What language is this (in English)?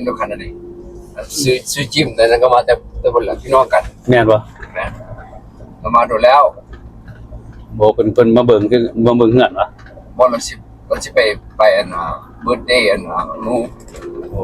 Lao